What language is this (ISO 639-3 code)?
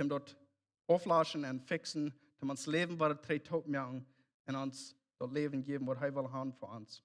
pdt